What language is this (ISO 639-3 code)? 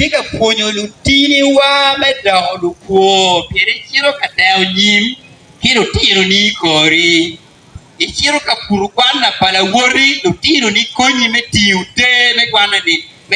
ach